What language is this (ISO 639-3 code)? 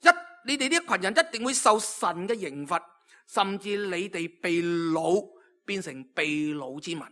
yue